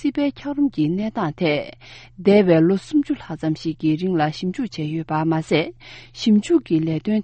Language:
Tibetan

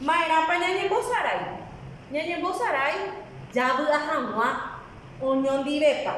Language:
Guarani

